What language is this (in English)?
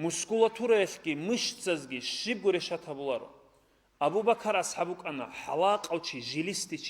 Avaric